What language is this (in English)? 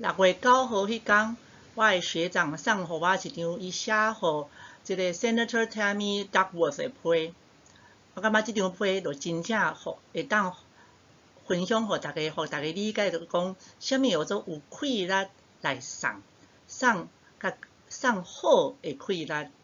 Min Nan Chinese